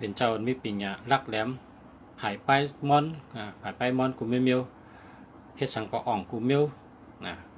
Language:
Shan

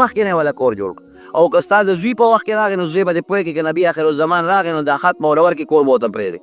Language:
Pashto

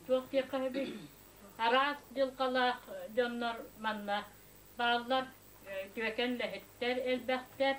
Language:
Yakut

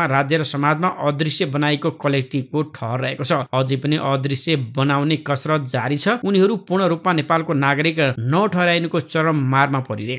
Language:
Nepali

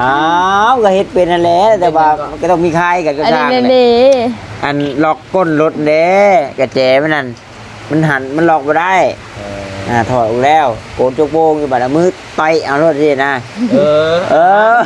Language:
Northeastern Thai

